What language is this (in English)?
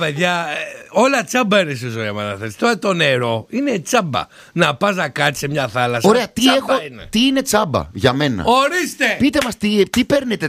Greek